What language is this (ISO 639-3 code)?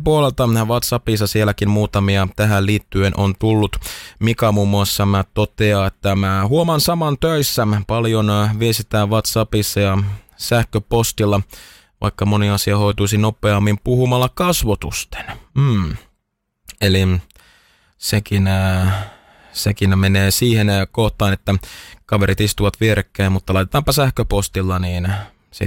fin